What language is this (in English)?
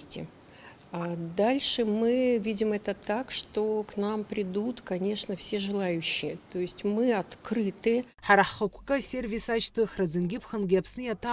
Abkhazian